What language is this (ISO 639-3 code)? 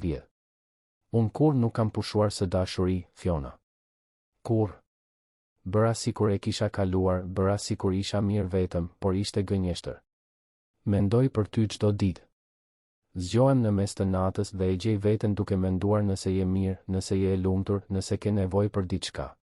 sqi